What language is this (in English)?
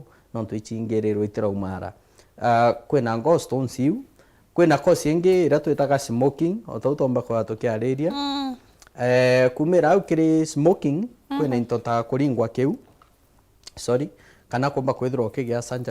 Meru